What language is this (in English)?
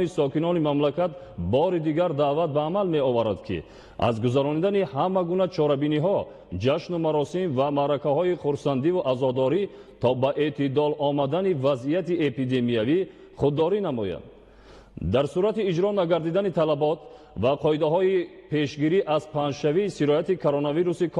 Tajik